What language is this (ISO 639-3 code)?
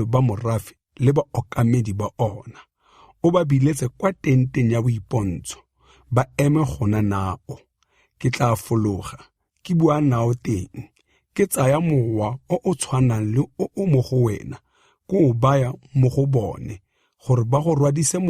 tsn